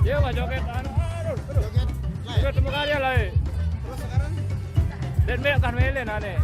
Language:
Sasak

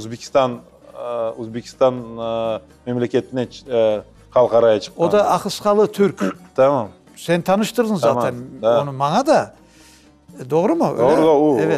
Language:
Crimean Tatar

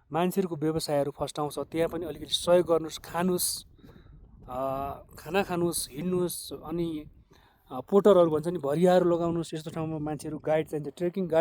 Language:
Nepali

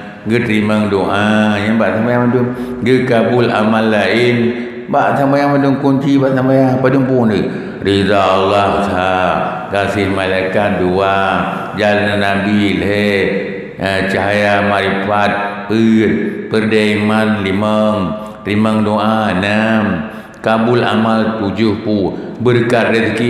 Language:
Achinese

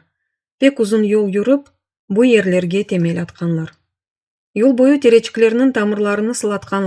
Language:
Crimean Tatar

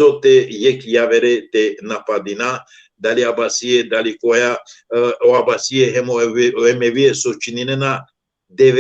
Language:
Balkan Romani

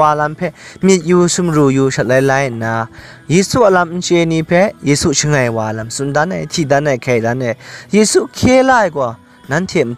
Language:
Kachin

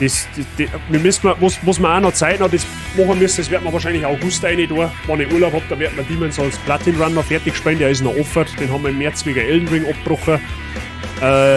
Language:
Bavarian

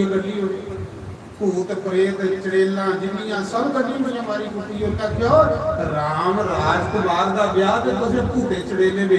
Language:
Dogri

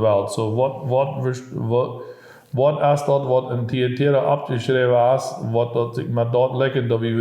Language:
Plautdietsch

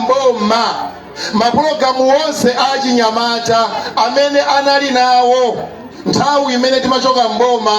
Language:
Nyanja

